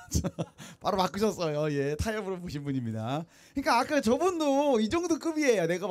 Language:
Korean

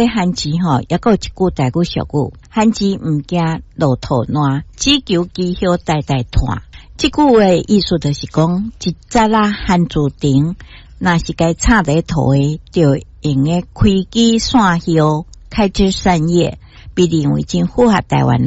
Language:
Min Nan Chinese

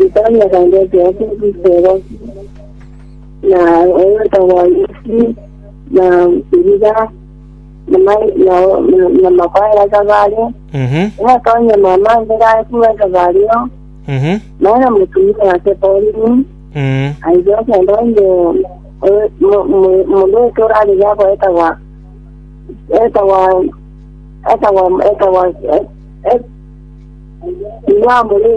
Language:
Swahili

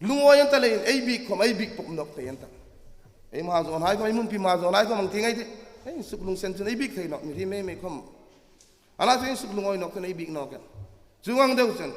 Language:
Hmar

